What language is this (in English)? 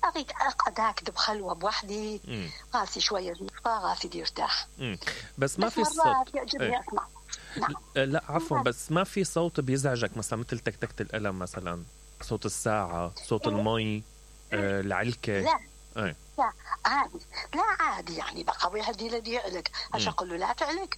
Mesopotamian Arabic